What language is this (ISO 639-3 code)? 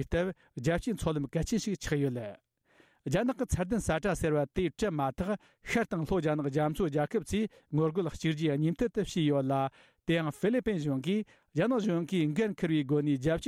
bod